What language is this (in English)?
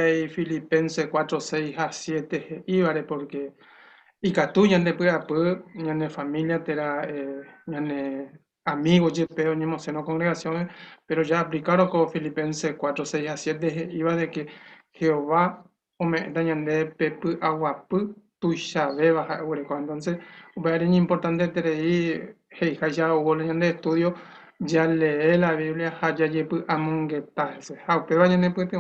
Guarani